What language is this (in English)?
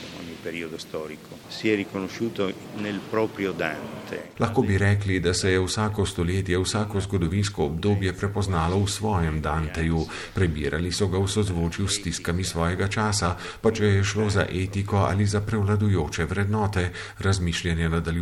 Slovenian